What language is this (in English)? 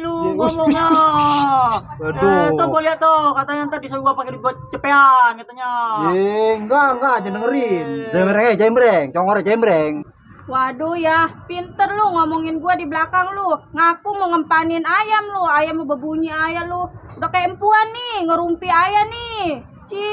Betawi